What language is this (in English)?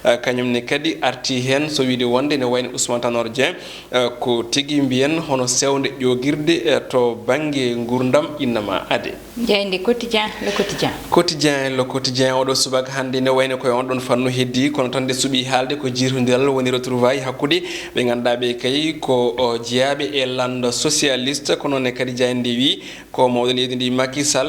Fula